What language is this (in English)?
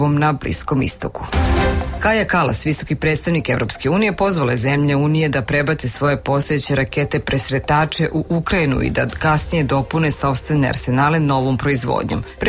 Serbian